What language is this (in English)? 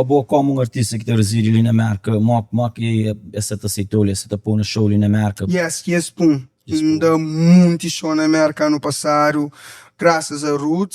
Kabuverdianu